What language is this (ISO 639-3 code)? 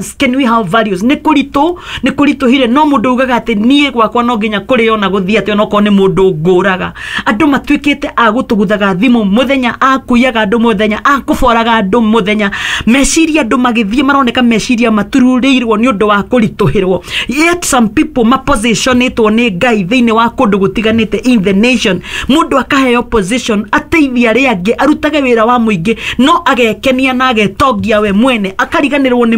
kik